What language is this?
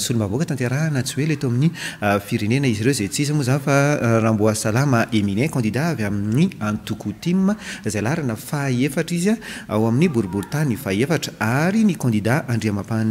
Malagasy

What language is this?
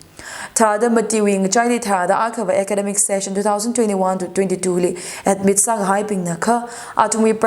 Tangkhul Naga (India)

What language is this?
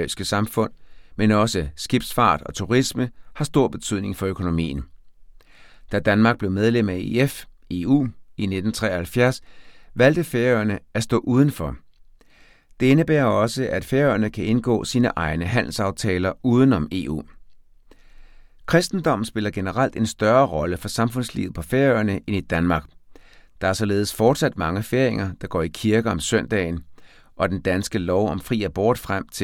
Danish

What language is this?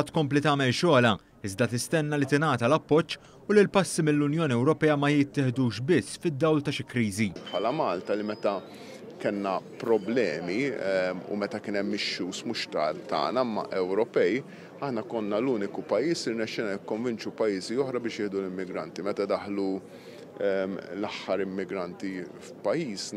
Maltese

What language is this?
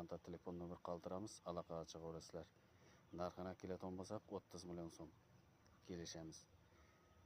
Uzbek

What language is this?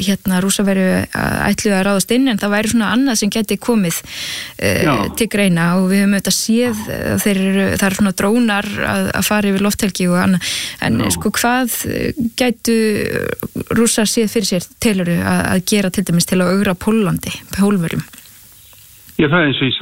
Icelandic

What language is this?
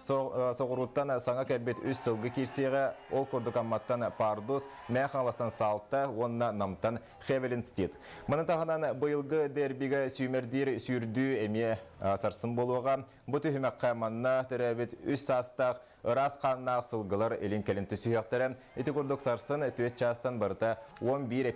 Yakut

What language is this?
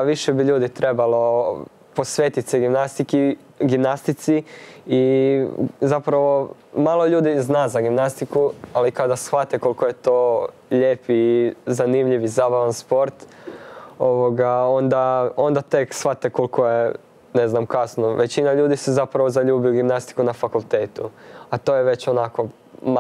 Croatian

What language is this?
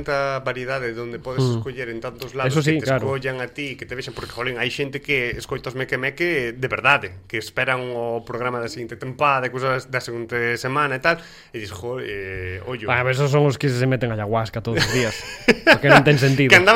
Galician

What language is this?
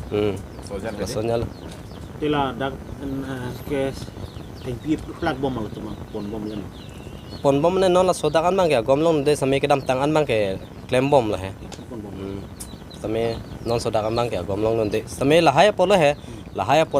Karbi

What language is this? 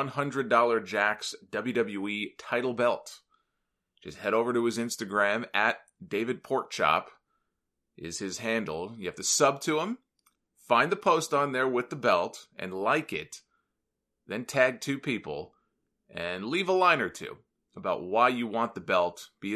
English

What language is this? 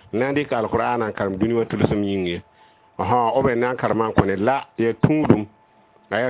Mossi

